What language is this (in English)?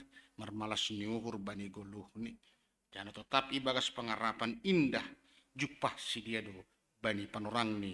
Batak Simalungun